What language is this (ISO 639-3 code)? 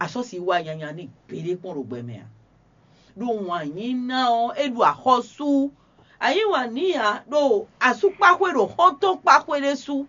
fon